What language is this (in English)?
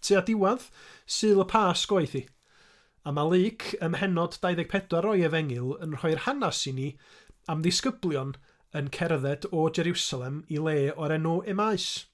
Welsh